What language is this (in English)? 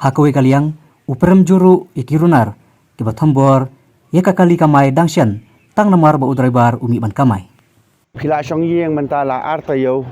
Khasi